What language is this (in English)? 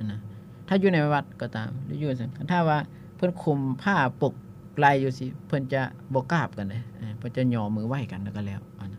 Lao